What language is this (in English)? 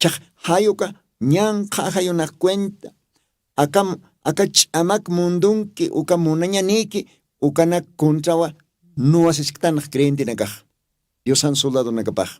Aymara